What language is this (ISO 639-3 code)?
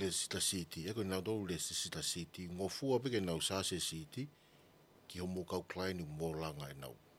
ton